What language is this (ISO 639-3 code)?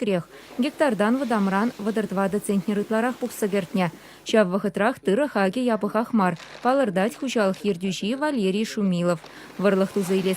chv